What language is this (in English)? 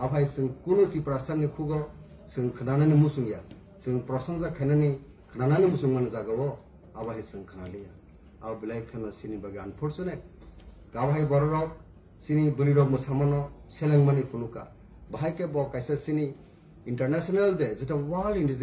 Kok Borok